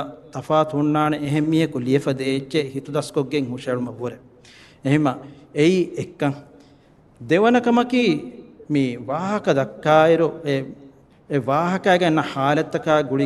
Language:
Divehi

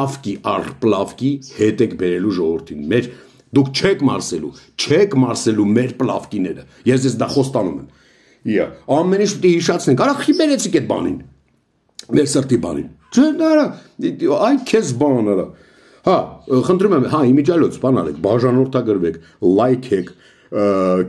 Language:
Armenian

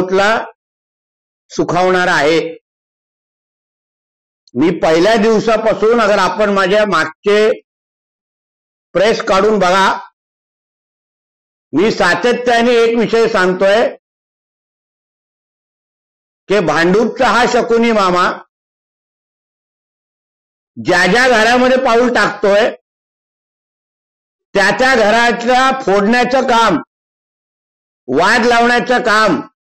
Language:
Marathi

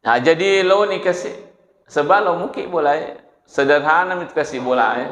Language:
Buginese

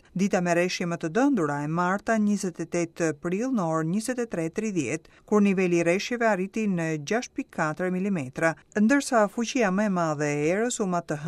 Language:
Albanian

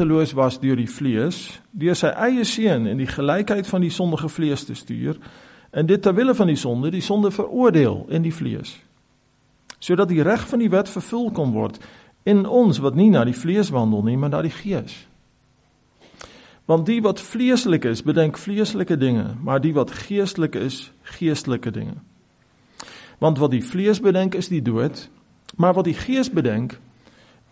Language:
Afrikaans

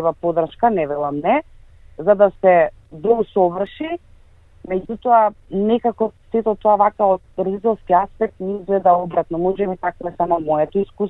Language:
Macedonian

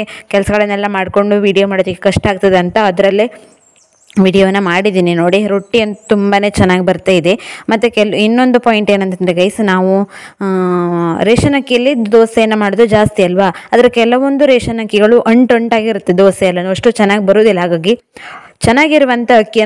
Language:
Kannada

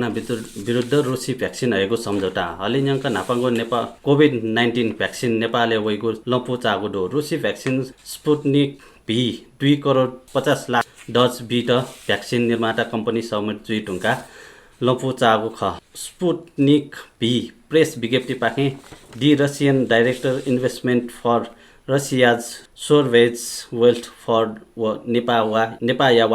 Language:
Newari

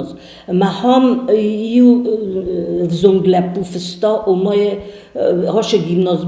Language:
Ossetic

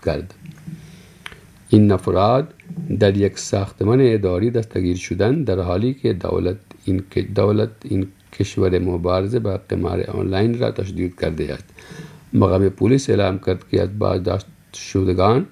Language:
Persian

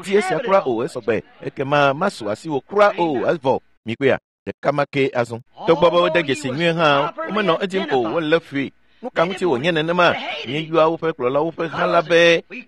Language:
Ewe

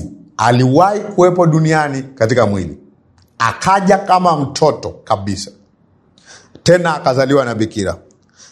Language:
Swahili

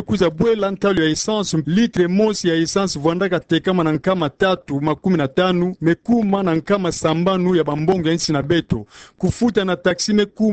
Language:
Kituba (Democratic Republic of Congo)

